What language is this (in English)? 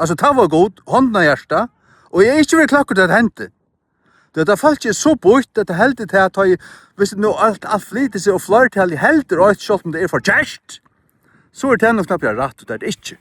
Faroese